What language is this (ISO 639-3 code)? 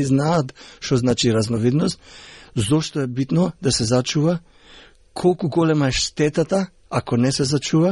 mkd